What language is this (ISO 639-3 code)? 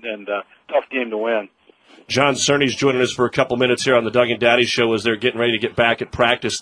eng